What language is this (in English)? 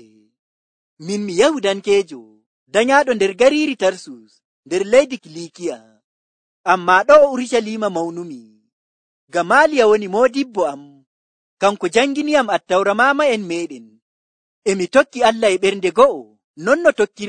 Nigerian Fulfulde